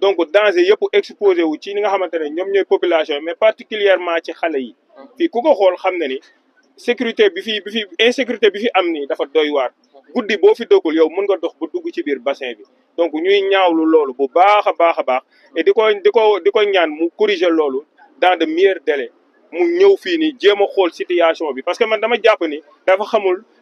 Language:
Wolof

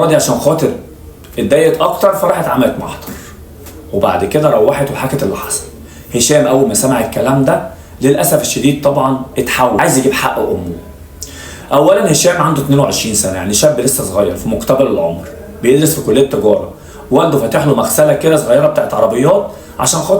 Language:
Egyptian Arabic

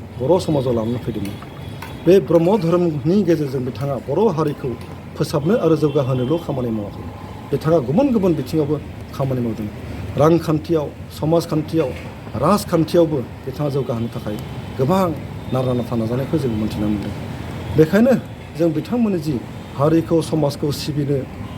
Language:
Bodo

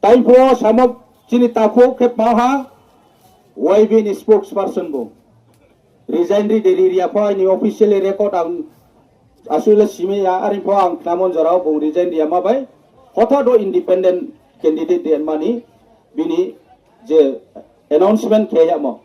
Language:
Riang (India)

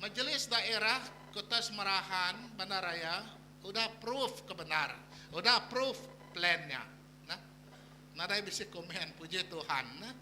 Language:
Iban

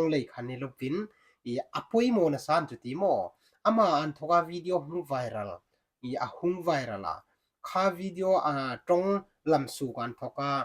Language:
Hmar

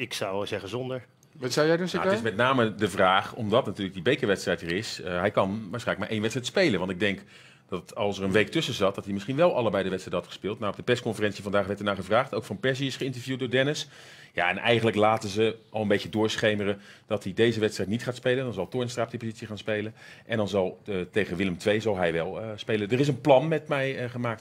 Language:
Dutch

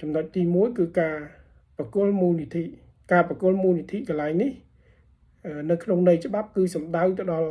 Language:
Khmer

